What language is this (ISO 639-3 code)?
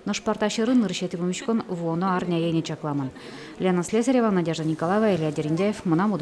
udm